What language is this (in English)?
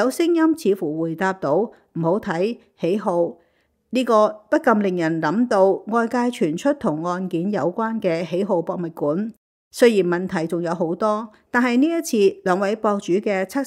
Cantonese